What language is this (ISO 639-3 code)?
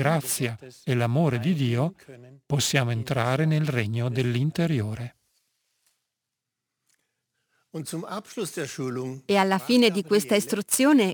ita